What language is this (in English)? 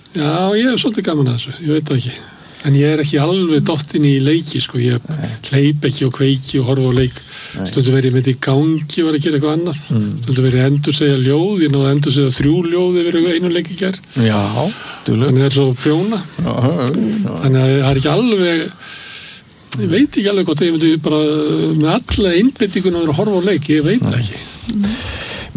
Icelandic